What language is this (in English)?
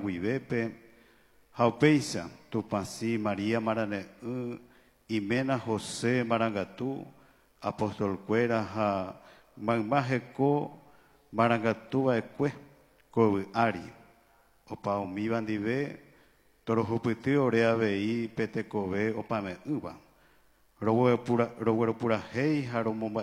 Guarani